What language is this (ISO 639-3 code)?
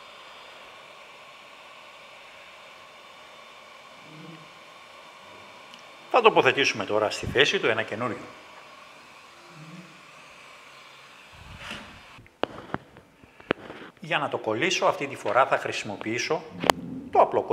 ell